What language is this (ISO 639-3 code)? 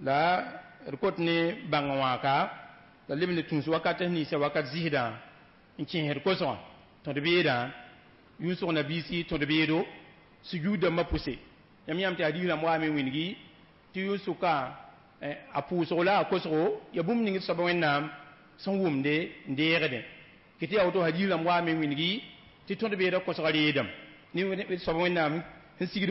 mos